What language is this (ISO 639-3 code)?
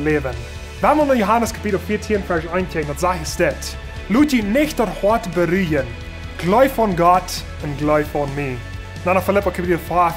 pdt